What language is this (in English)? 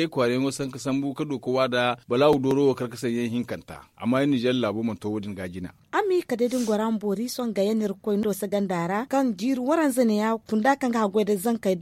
Zarma